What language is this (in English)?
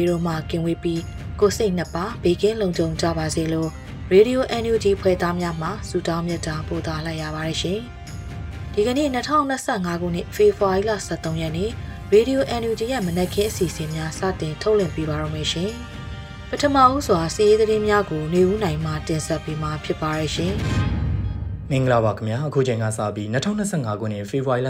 Burmese